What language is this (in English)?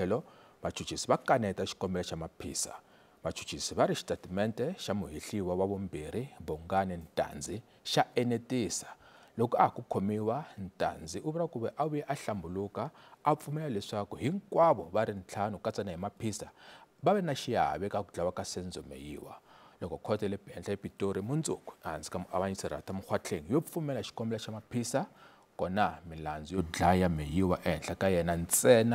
Tsonga